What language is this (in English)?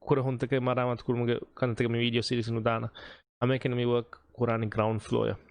Divehi